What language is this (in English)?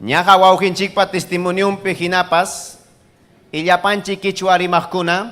Ayacucho Quechua